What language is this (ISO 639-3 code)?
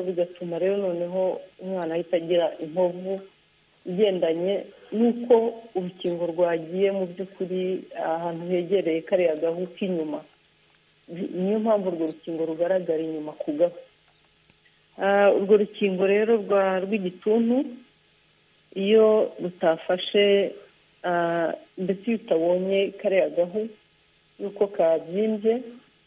kin